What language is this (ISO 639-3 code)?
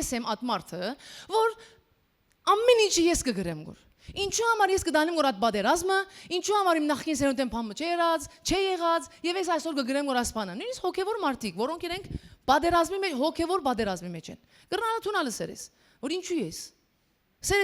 hyw